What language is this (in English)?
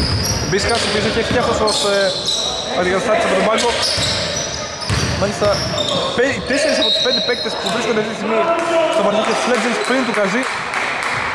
Greek